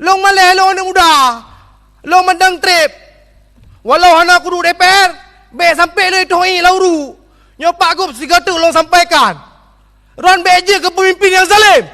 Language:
Achinese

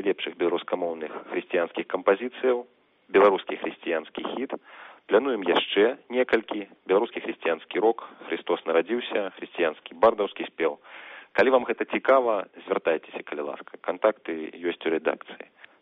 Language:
Belarusian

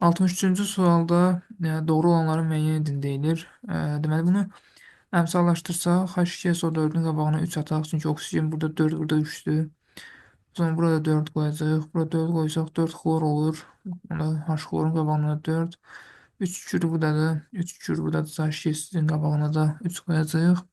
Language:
Azerbaijani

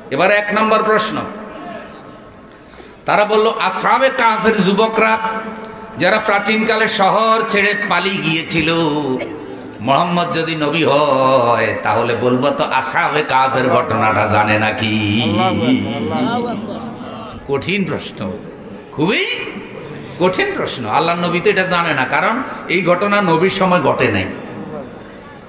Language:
Bangla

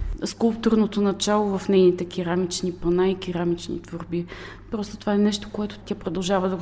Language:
Bulgarian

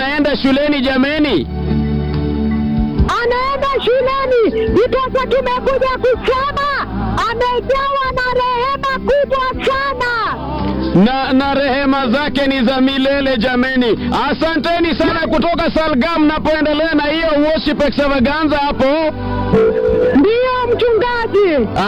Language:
Swahili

